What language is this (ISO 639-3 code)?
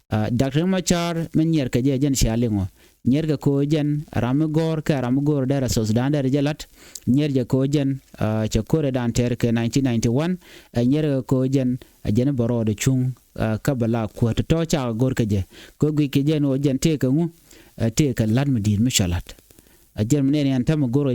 nus